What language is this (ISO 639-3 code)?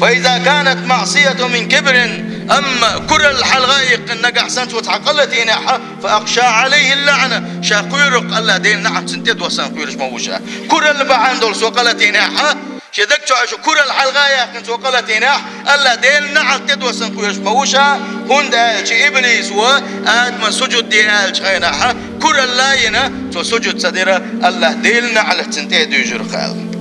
che